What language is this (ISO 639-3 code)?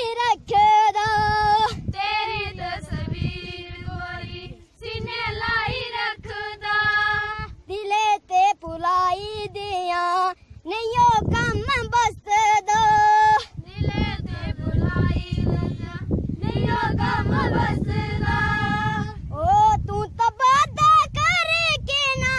doi